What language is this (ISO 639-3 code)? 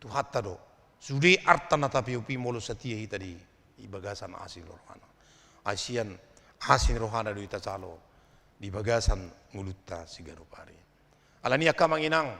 bbc